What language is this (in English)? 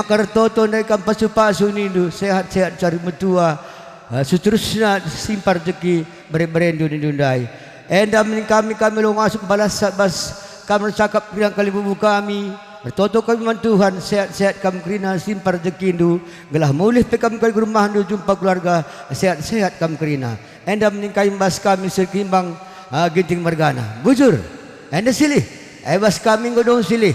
Batak Karo